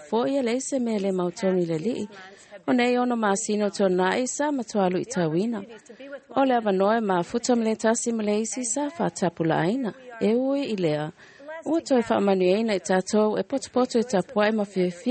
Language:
Samoan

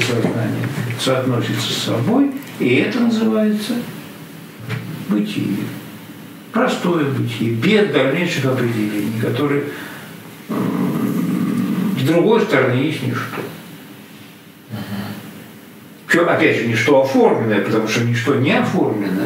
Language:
Russian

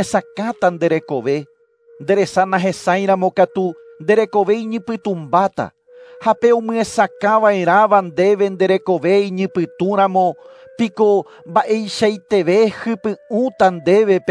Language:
Guarani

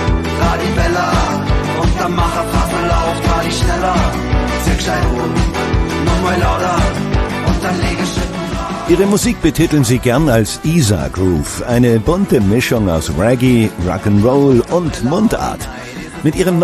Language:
Bavarian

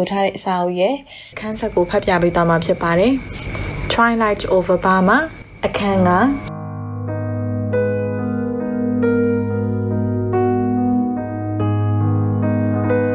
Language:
Burmese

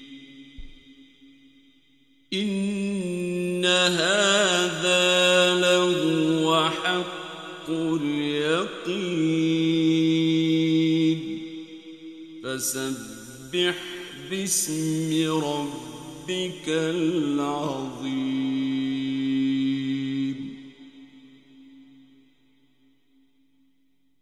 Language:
Arabic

